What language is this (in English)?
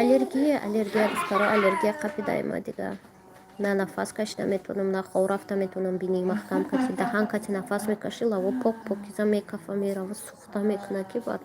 Tajik